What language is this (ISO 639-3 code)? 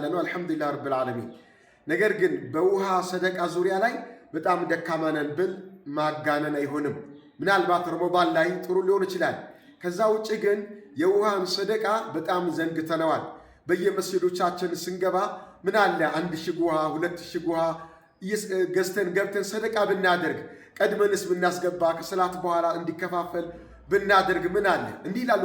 amh